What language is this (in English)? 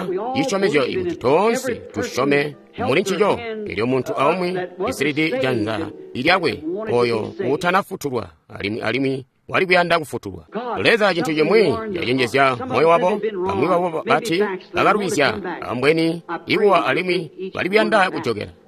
Tonga (Zambia)